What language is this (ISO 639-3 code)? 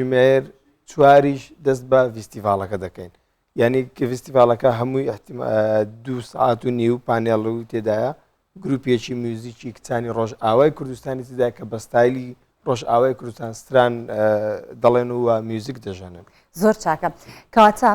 ckb